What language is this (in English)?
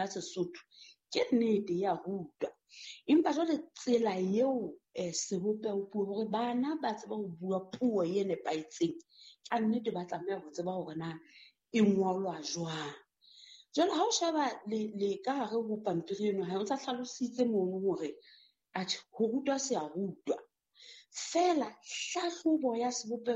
Southern Sotho